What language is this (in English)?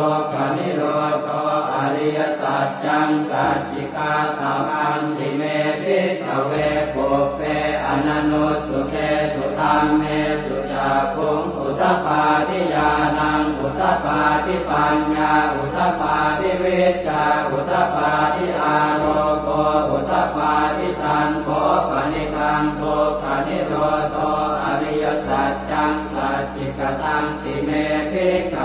Pali